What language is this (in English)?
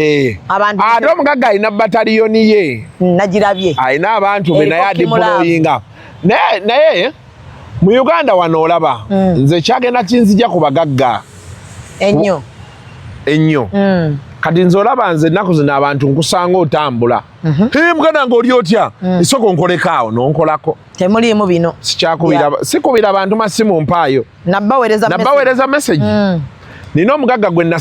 Ganda